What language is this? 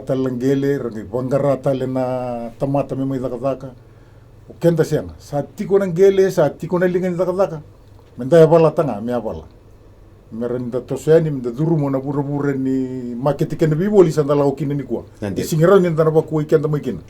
Fijian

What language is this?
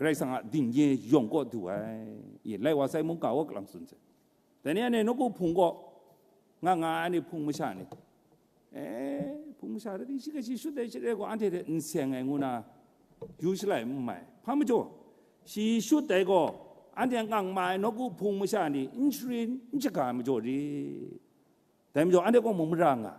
Kachin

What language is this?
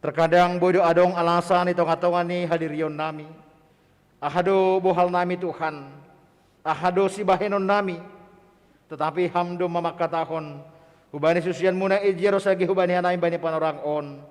Batak Simalungun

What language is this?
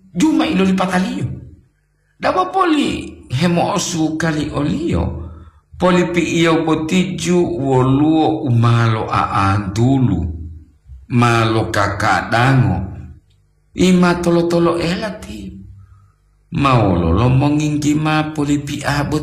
Gorontalo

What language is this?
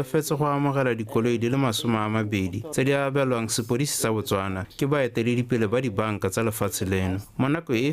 Tswana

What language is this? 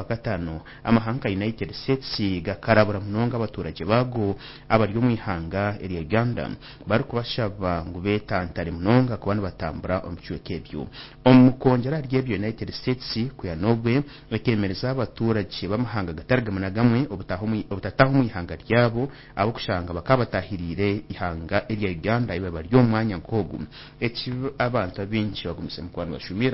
Nyankole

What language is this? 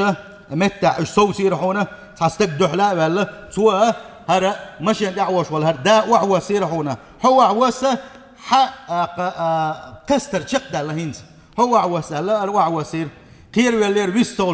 Chechen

